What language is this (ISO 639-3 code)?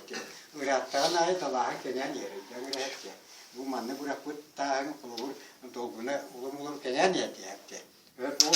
sah